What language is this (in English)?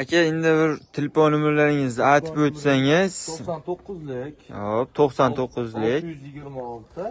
Uzbek